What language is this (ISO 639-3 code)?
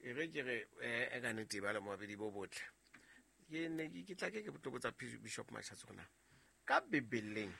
sot